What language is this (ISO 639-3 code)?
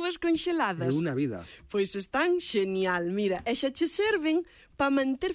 glg